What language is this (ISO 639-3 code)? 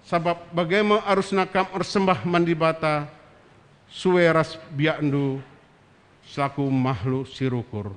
btx